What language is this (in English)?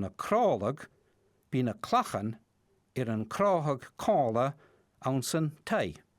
Scottish Gaelic